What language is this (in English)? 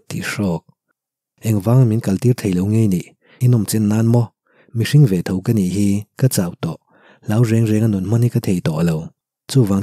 Mizo